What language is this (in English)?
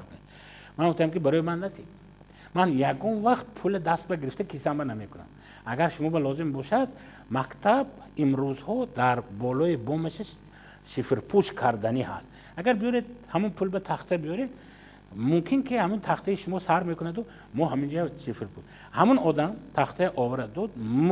Tajik